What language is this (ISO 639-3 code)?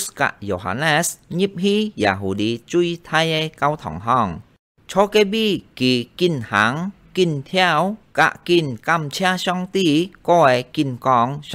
hak